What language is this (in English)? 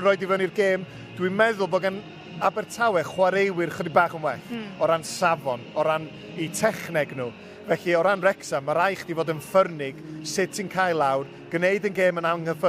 Welsh